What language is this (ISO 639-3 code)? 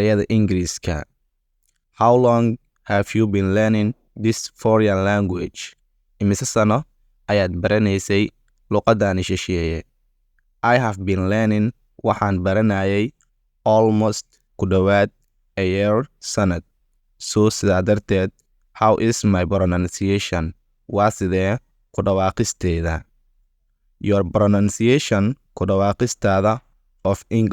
som